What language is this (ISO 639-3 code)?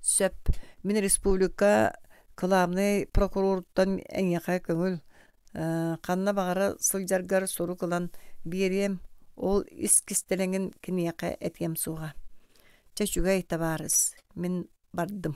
sah